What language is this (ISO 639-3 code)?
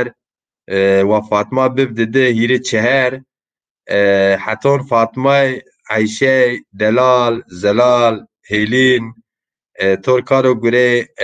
zza